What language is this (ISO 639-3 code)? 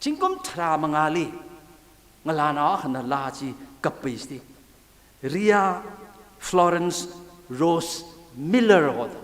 nmf